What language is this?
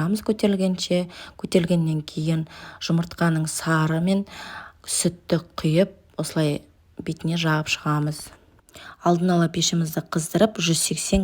Kazakh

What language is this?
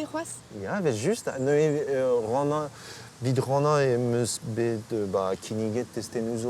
Breton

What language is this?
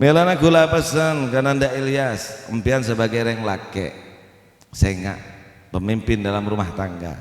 Madurese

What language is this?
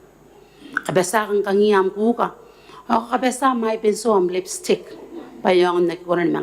Gilbertese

